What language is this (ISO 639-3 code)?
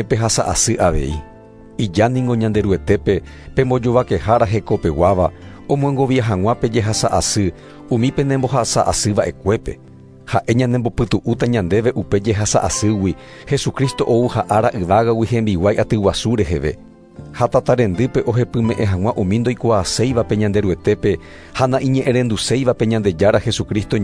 grn